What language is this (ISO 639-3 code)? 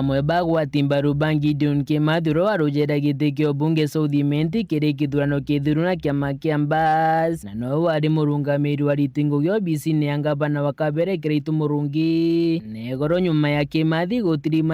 mer